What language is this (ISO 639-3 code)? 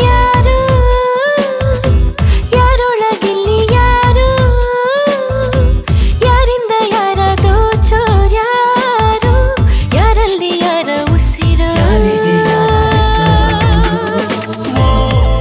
kan